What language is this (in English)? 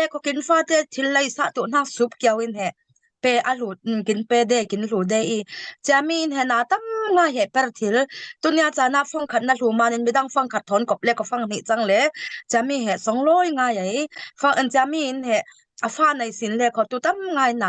Falam Chin